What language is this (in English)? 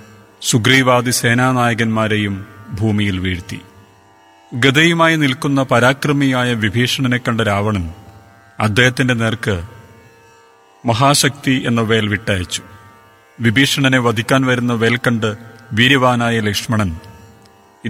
Malayalam